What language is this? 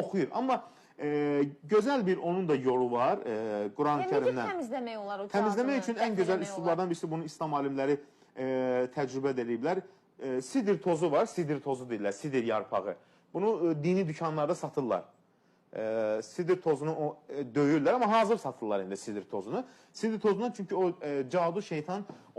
Azerbaijani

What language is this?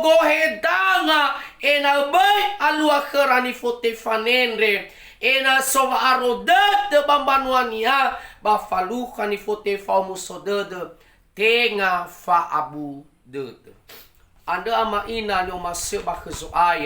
Nias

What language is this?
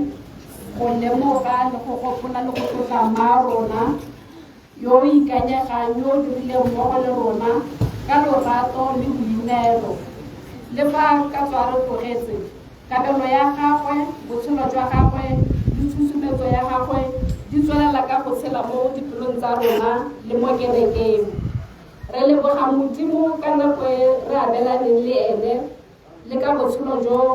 Tswana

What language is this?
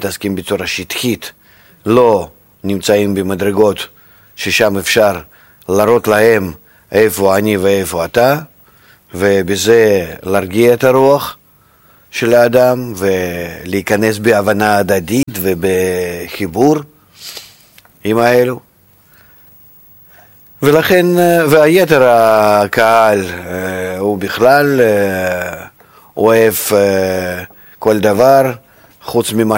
Hebrew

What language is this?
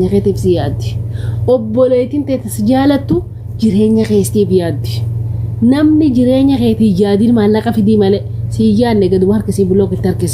Oromo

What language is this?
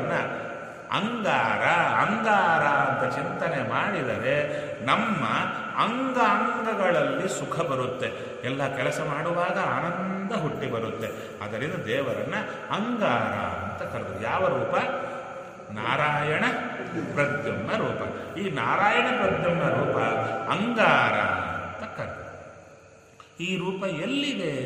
Kannada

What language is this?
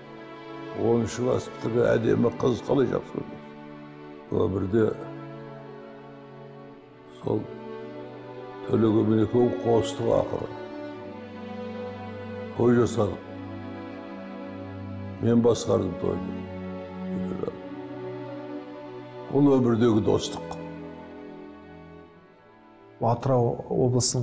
Kazakh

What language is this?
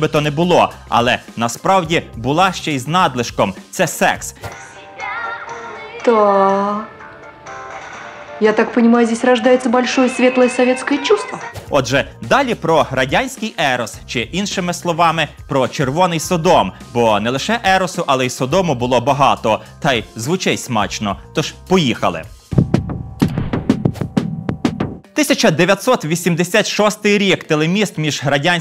Ukrainian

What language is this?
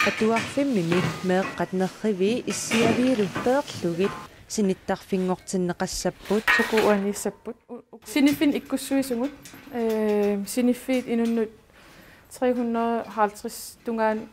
Kalaallisut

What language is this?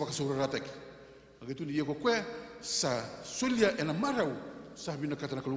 Fijian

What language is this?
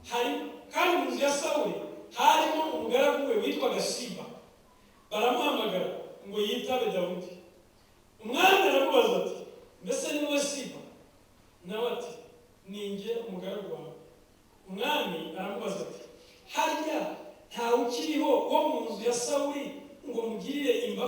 Kinyarwanda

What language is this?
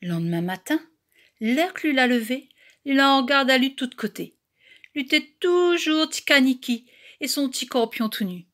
Réunion Creole French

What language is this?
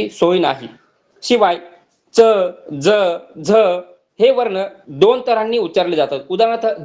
Marathi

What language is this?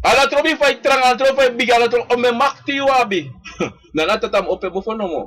Sranan Tongo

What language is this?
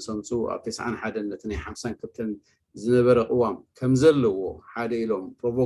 Tigrinya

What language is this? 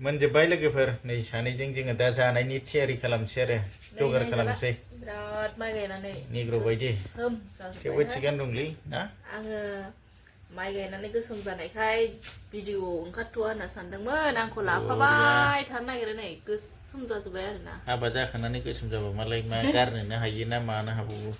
Bodo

